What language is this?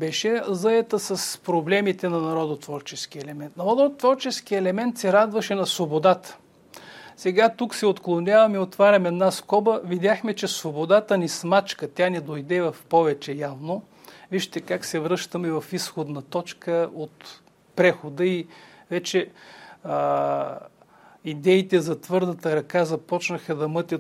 Bulgarian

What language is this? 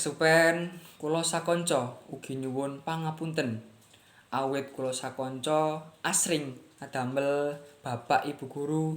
Javanese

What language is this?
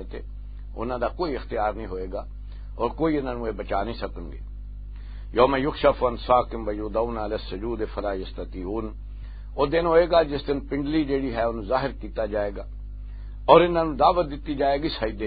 Western Panjabi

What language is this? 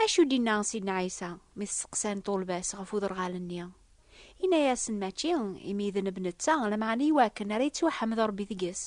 Kabyle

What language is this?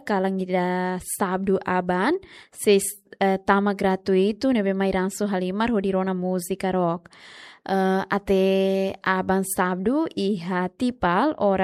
Tetum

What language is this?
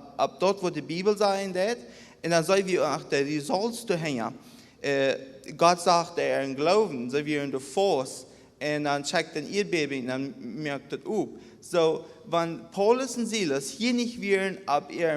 Plautdietsch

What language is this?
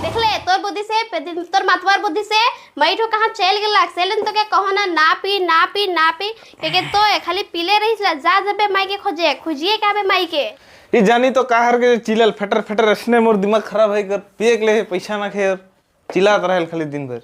Sadri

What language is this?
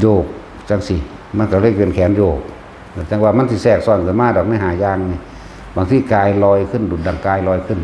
Lao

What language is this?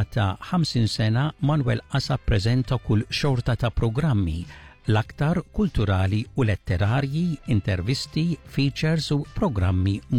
Maltese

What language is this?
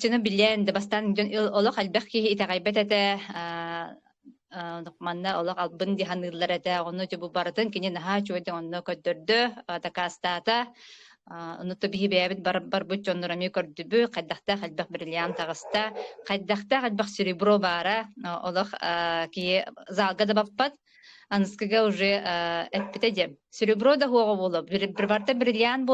Yakut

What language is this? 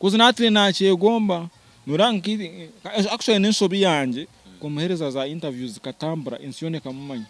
Nyankole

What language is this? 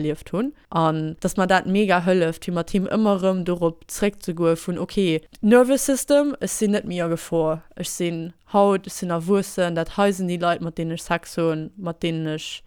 Luxembourgish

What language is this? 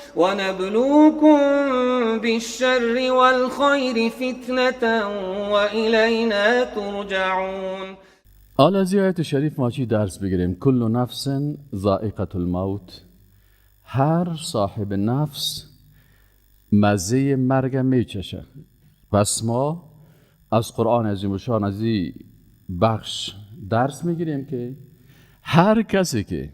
Persian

